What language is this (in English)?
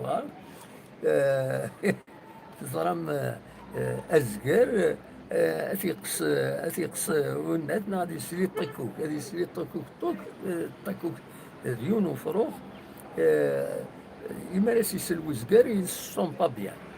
Kabyle